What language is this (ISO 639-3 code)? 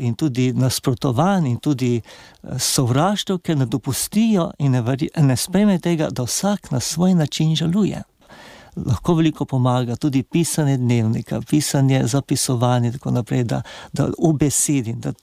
slv